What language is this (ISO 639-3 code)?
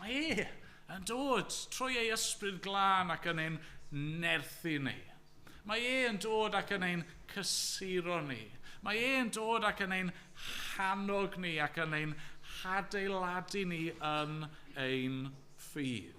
cym